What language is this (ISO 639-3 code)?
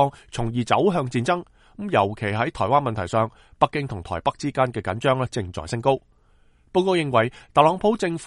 yue